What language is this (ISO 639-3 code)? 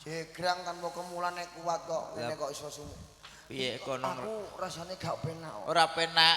jav